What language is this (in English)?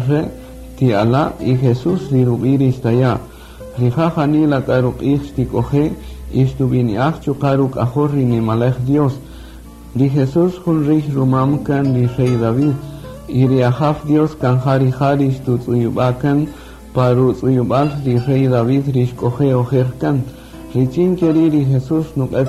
Kaqchikel